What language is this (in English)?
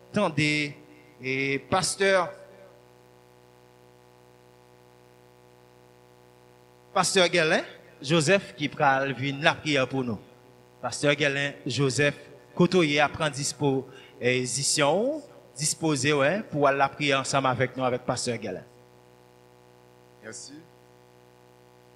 French